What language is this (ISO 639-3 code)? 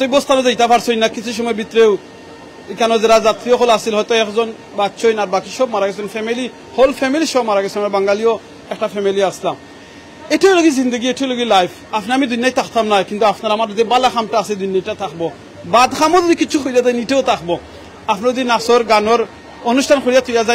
syl